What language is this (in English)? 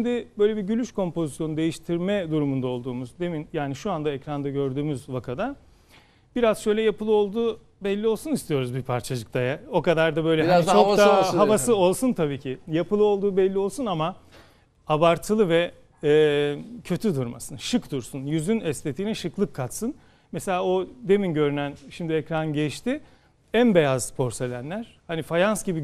Turkish